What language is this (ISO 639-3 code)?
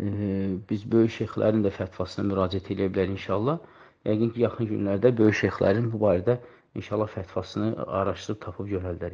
aze